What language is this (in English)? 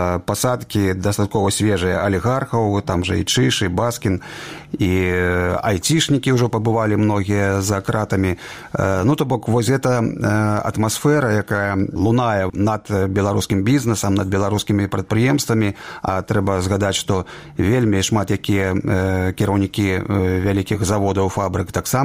Belarusian